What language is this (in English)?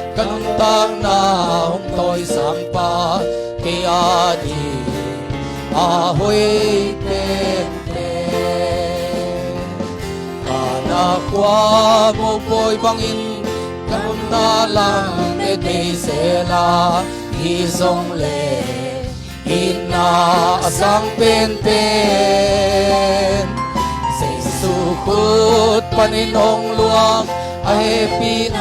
Tedim Chin